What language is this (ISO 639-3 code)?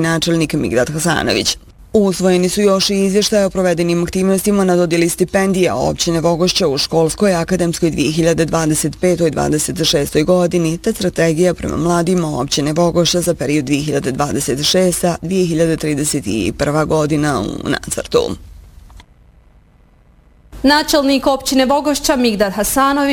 bos